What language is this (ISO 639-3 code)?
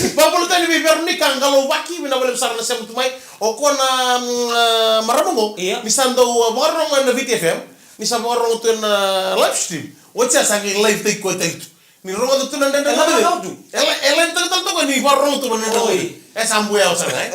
fij